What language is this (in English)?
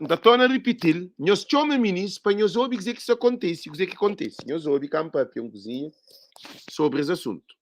Kabuverdianu